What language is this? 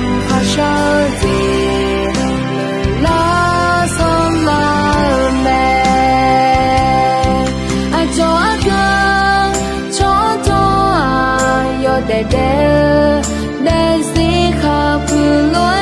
Akha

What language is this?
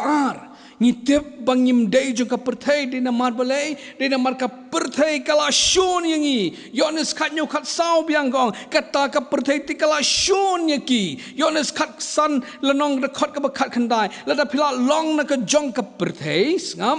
Khasi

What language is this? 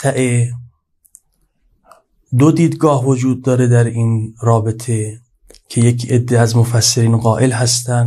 Persian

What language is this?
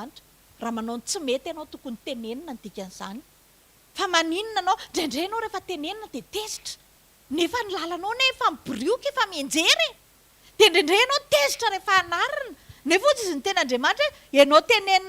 Malagasy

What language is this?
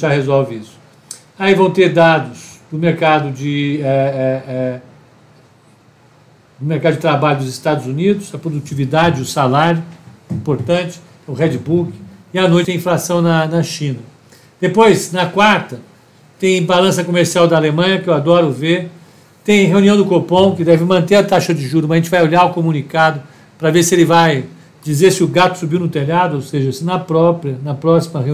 Portuguese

